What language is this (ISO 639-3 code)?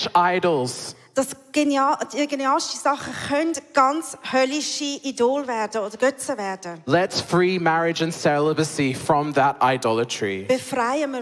gsw